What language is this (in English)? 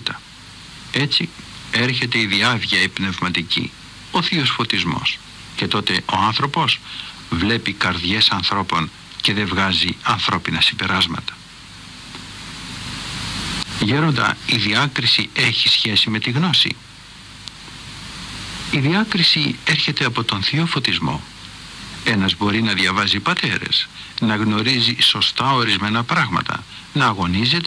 Greek